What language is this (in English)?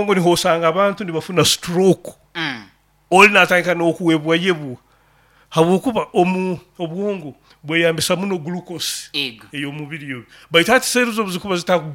Nyoro